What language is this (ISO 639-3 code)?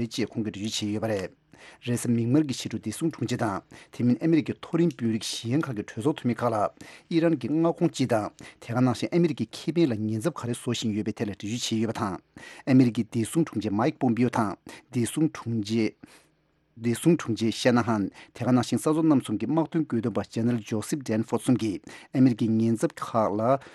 bod